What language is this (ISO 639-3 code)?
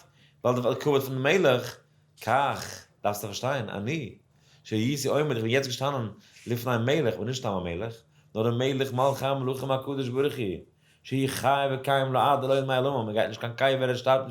yid